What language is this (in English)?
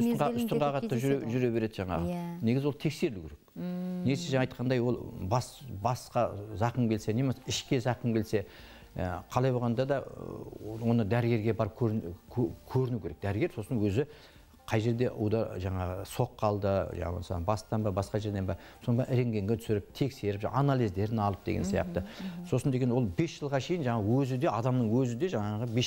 Kazakh